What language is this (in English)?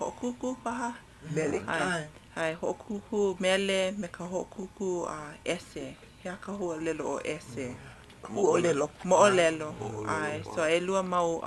Hawaiian